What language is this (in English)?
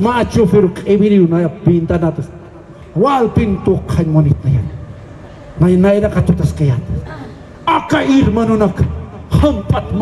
Aymara